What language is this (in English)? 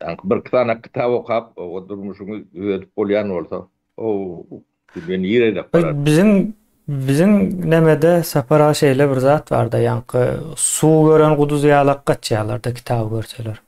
Turkmen